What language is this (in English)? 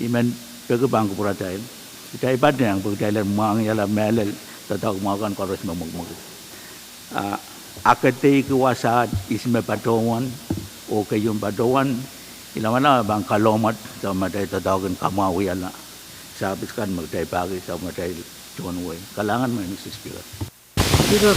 Pohnpeian